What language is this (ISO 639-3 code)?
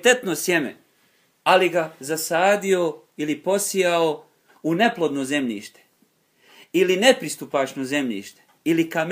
bos